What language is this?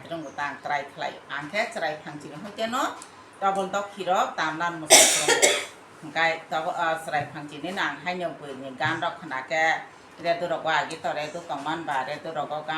Kok Borok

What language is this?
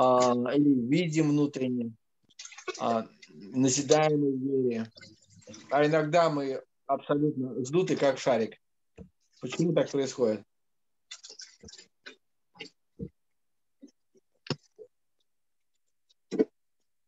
Russian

